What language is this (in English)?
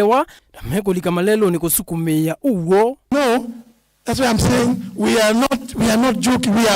Kamba